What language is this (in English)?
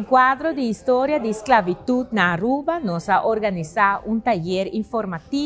Papiamento